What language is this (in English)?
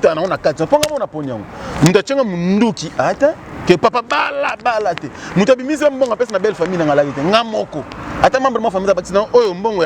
Lingala